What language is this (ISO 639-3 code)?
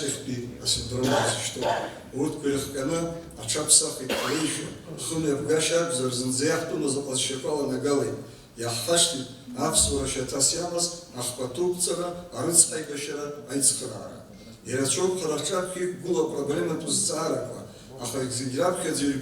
abk